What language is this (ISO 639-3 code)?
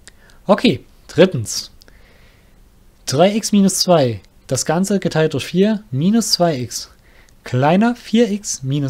deu